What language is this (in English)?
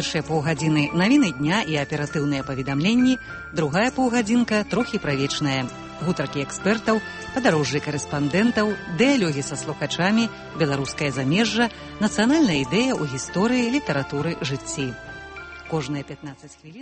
Belarusian